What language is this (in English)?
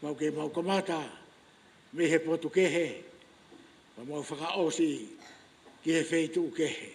Tongan